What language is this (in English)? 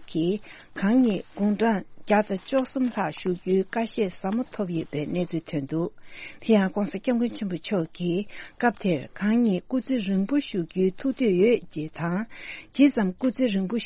Tibetan